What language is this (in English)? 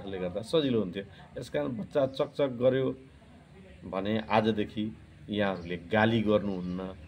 Nepali